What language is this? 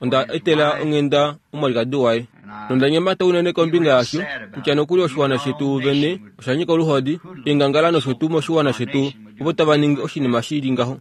Kuanyama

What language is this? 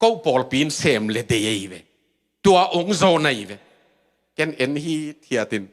Tedim Chin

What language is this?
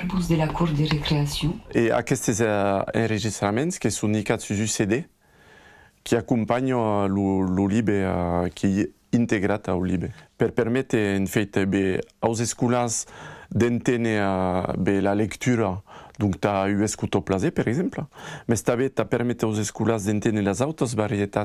Occitan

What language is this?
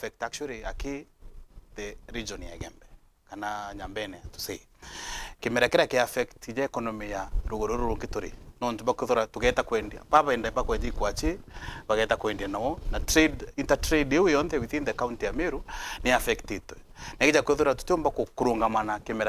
Meru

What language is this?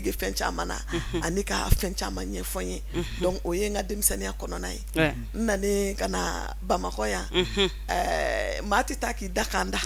Bambara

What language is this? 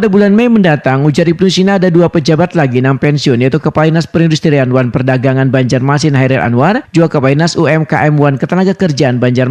Banjar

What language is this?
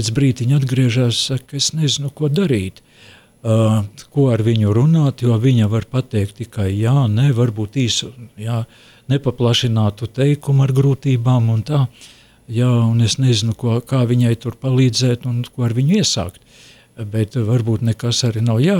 Latvian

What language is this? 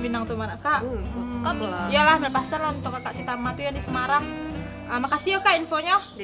Minangkabau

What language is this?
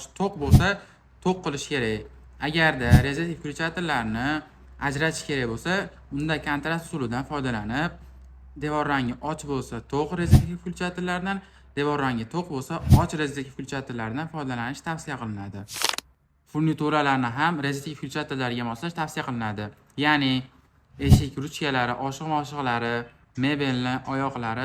Uzbek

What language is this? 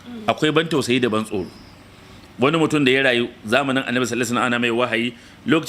Hausa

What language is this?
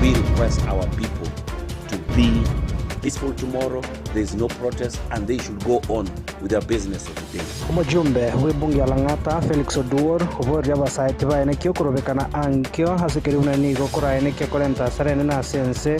Gusii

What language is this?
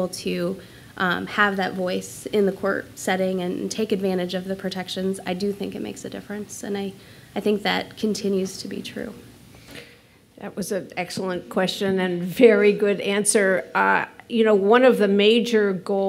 English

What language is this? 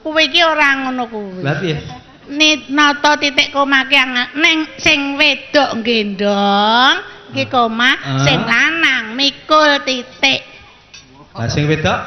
Javanese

